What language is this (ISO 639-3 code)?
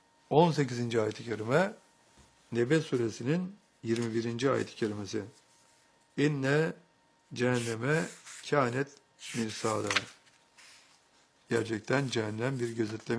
tur